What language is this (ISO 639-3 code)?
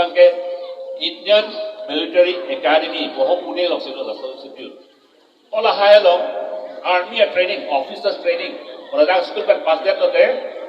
mjw